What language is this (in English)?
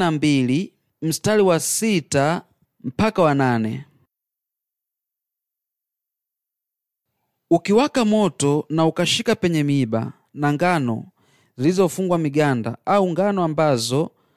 Swahili